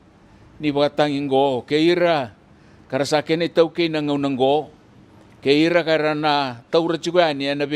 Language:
Fijian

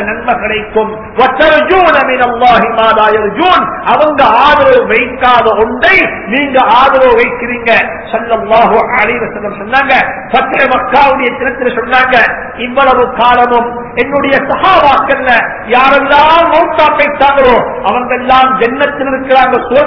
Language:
Tamil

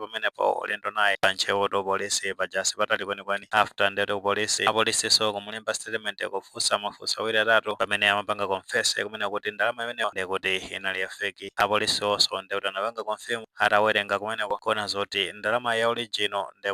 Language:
Nyanja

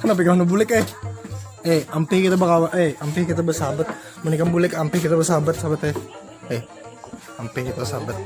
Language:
Banjar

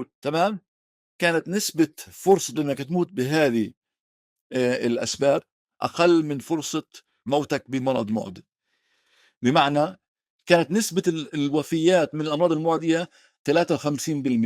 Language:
North Levantine Arabic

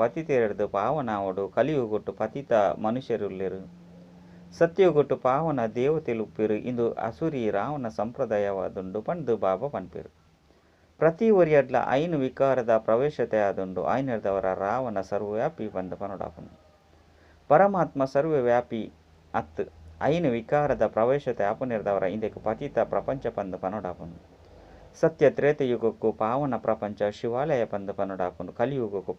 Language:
Tulu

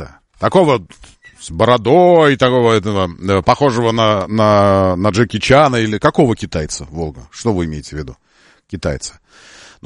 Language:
Russian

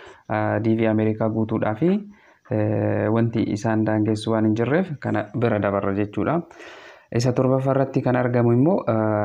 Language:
Oromo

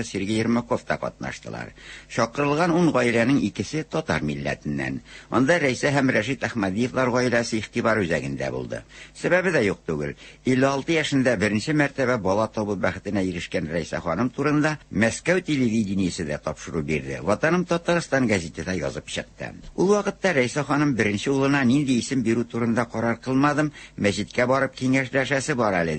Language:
Tatar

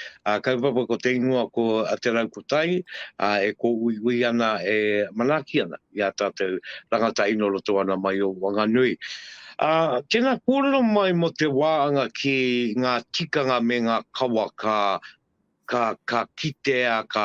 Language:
Māori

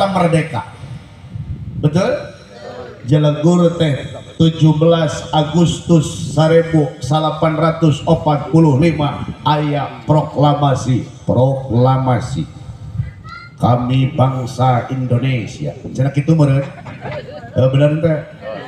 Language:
Sundanese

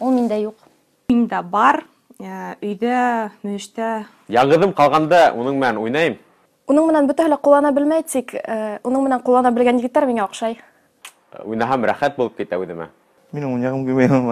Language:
Bashkir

